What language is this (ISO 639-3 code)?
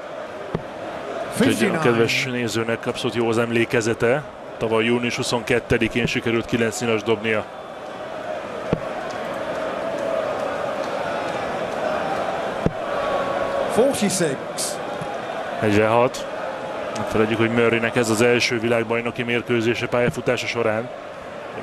hun